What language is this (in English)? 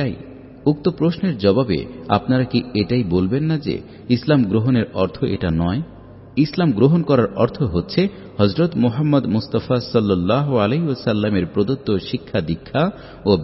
Bangla